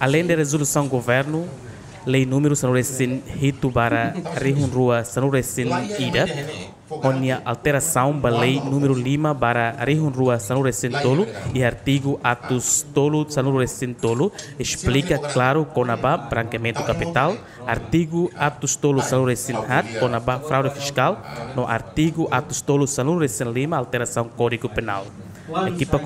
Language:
Tetum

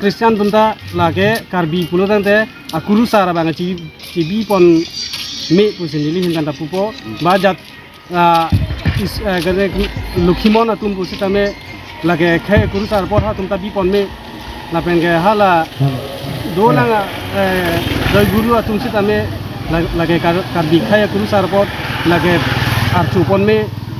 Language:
Karbi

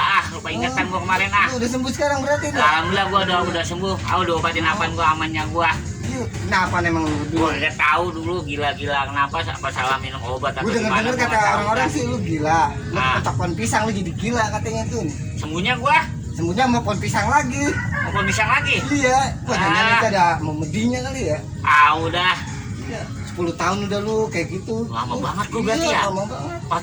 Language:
Betawi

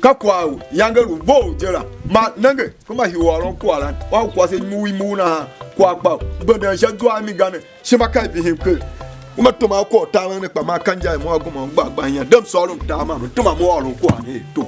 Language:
Tiv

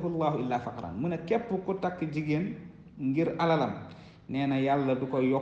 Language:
Wolof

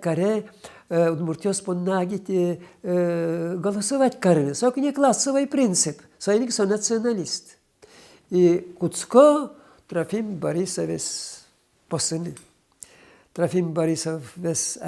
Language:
Udmurt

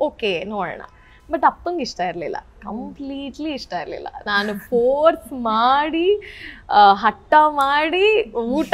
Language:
Kannada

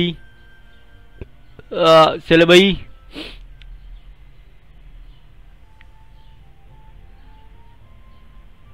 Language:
Vietnamese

